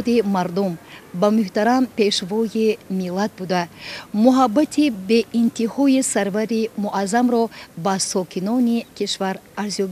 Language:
Tajik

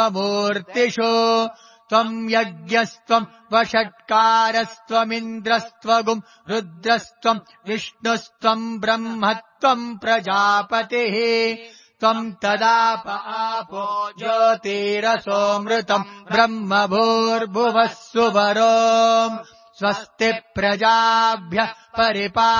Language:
Sanskrit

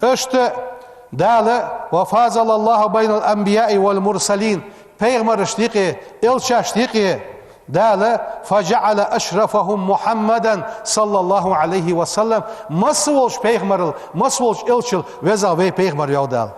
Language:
Ingush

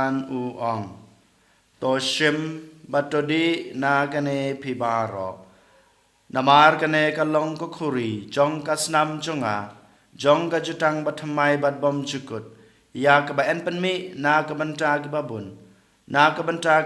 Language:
Khasi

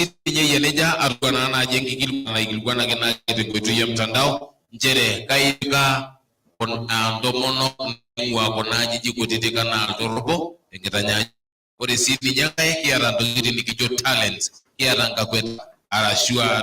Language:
Masai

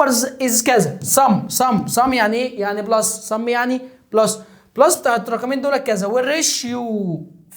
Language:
Egyptian Arabic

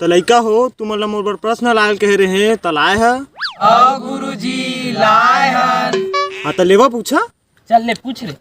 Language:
Chhattisgarhi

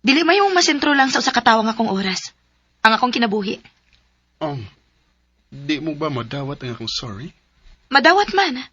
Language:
Cebuano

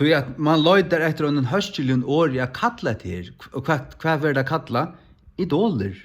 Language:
Faroese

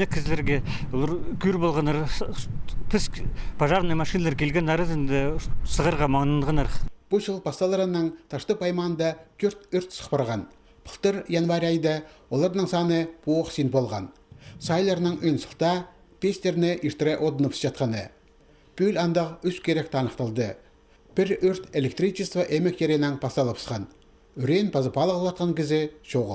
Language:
Khakas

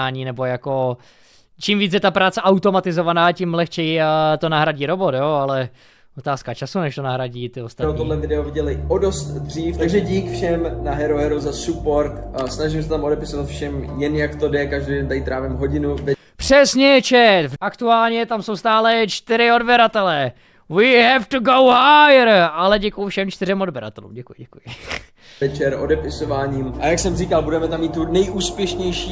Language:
Czech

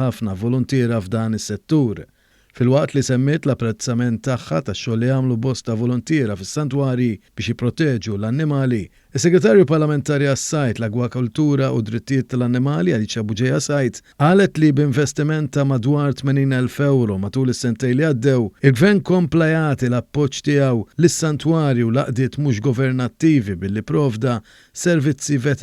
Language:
Maltese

